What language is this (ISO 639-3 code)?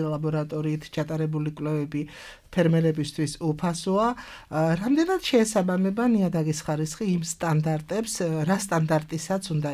kat